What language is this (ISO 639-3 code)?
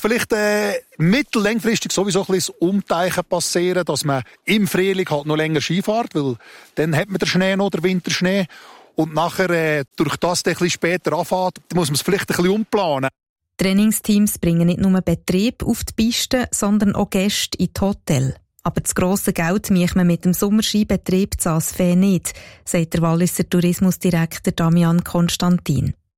deu